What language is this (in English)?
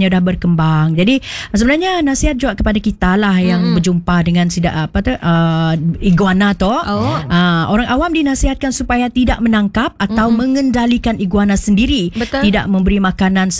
Malay